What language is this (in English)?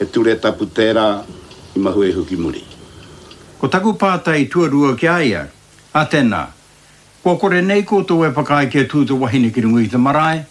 Māori